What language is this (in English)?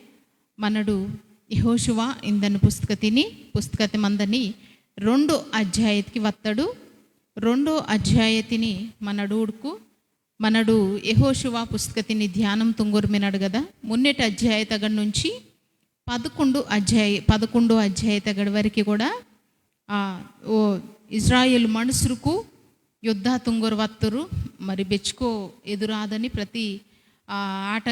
Koya